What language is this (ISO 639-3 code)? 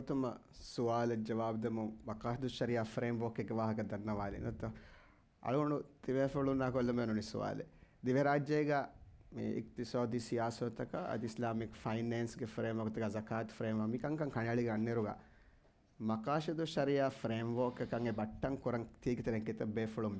div